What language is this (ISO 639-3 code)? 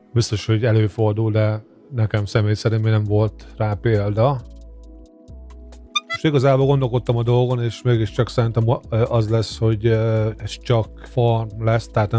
hun